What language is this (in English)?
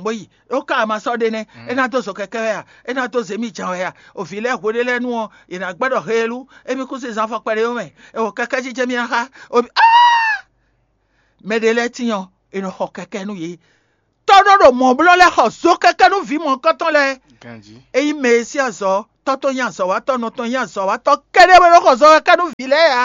Fon